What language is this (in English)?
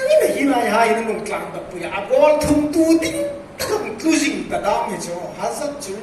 Hmar